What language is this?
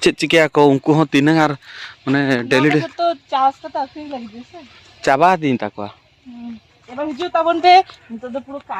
Santali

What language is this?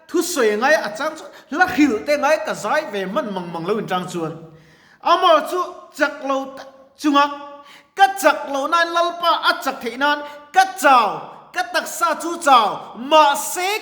Mizo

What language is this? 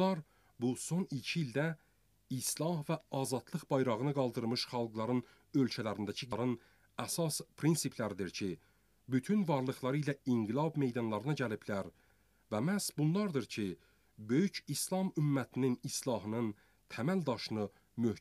Azerbaijani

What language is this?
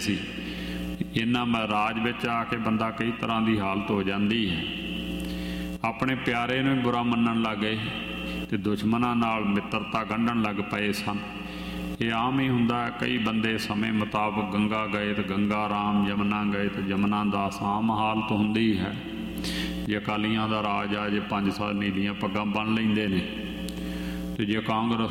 Punjabi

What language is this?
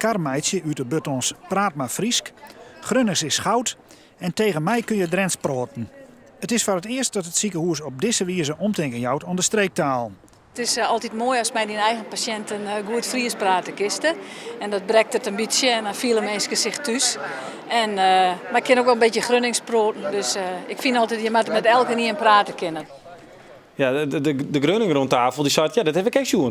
Western Frisian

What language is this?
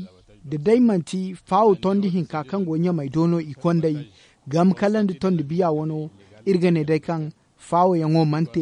Zarma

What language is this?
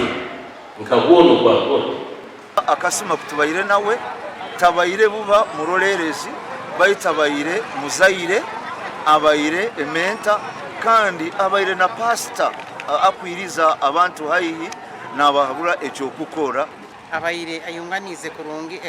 Nyankole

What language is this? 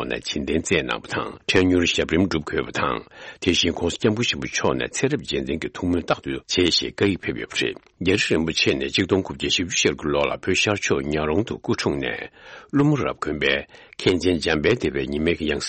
Tibetan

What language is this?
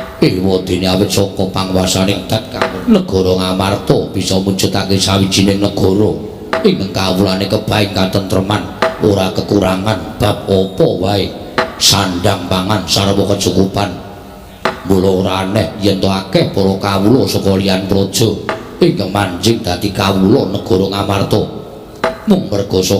Javanese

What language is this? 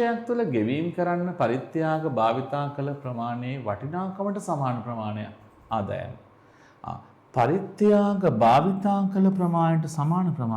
Sinhala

